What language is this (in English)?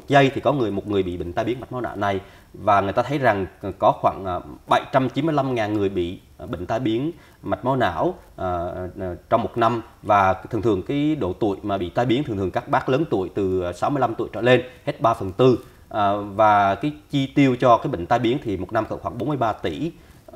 Vietnamese